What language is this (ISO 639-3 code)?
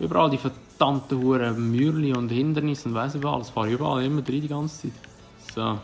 gsw